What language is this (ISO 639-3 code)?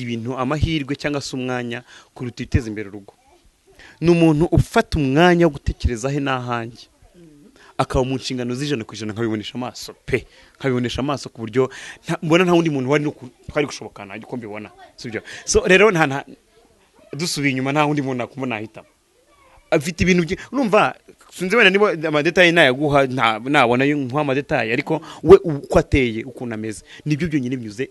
kin